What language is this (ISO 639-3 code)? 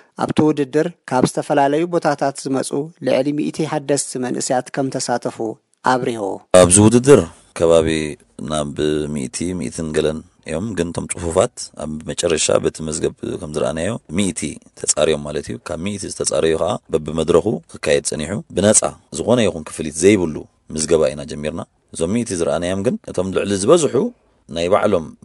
tir